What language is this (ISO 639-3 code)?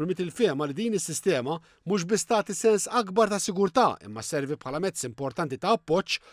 mlt